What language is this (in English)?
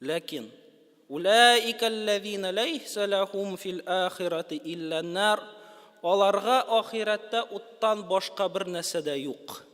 Tatar